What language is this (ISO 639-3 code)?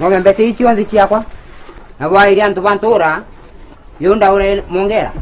mer